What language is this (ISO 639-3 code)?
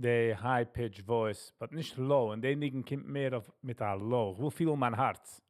yid